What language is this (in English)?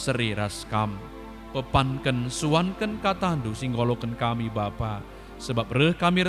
Batak Karo